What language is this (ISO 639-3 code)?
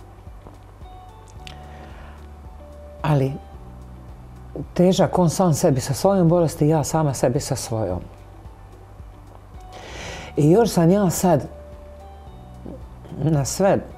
hrv